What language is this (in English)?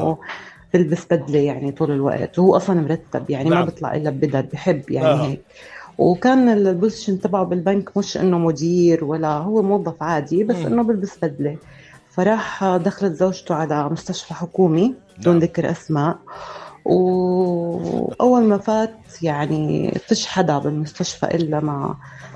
North Levantine Arabic